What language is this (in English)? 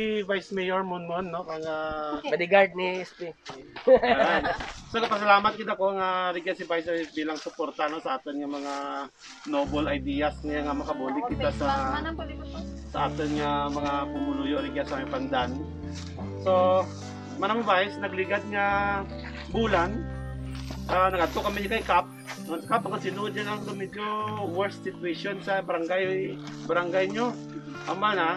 Kinaray-a